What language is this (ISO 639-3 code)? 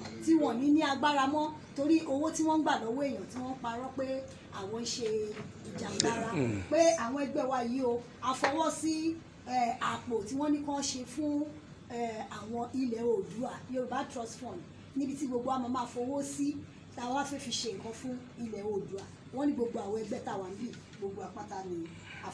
yor